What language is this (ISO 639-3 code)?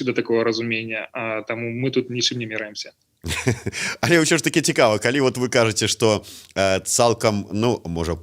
bel